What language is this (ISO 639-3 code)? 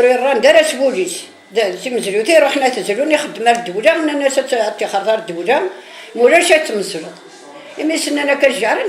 kab